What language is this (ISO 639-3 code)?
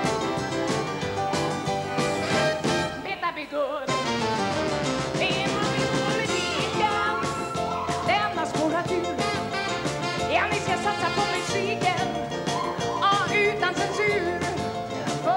swe